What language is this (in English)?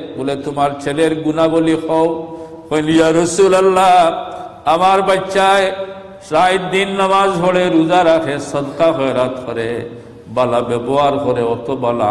Sylheti